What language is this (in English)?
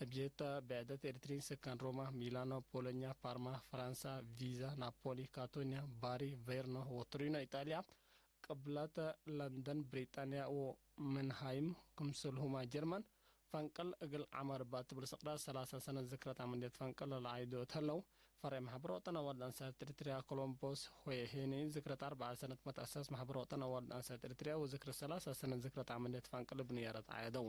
Tigre